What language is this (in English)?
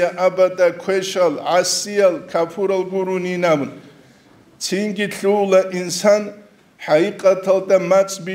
Avaric